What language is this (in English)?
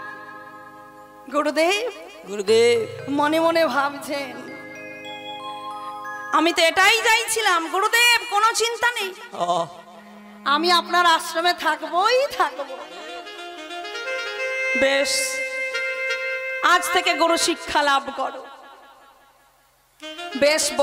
Bangla